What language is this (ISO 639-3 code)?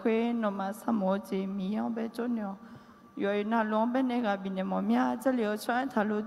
ahk